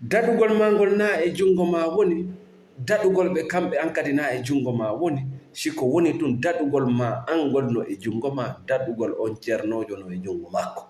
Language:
Fula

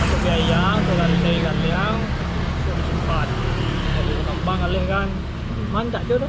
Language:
Minangkabau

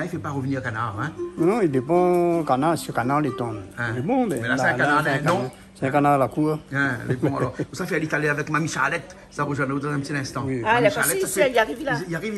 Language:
Réunion Creole French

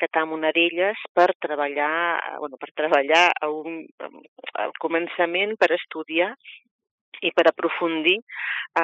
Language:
Catalan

